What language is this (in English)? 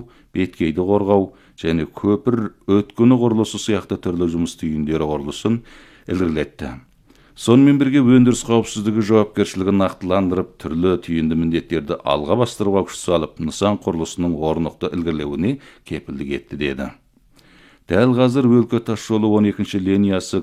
Kazakh